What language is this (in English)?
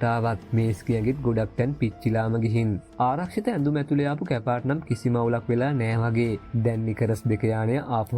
Sinhala